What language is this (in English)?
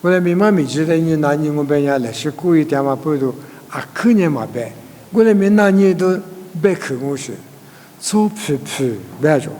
Lisu